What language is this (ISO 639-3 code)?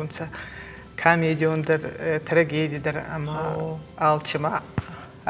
oss